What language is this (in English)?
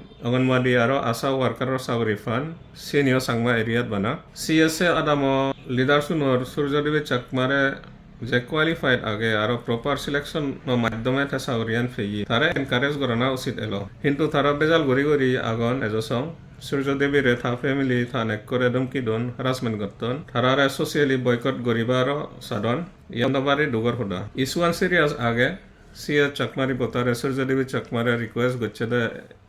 Chakma